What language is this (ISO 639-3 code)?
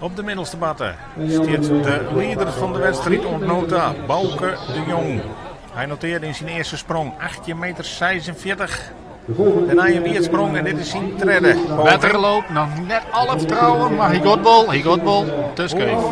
fry